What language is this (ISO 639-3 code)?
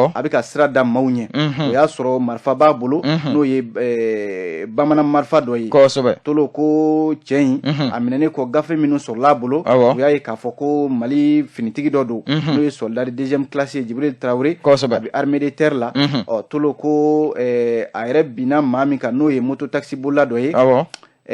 bam